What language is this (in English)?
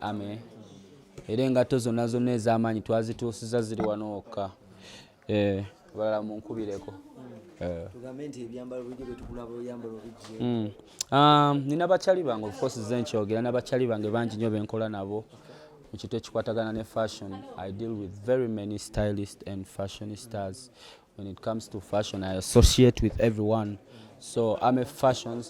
Ganda